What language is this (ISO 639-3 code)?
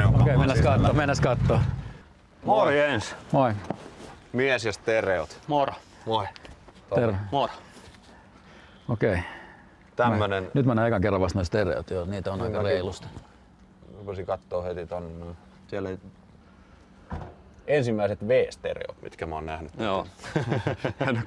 fin